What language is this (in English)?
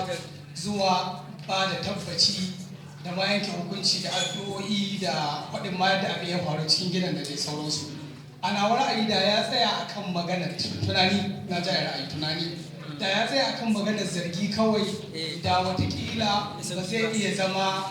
Hausa